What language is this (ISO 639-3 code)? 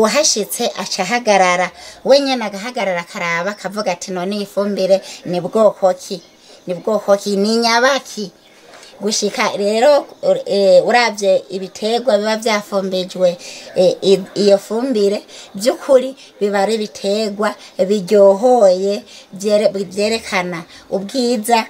run